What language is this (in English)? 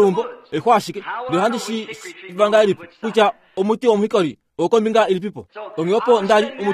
Kuanyama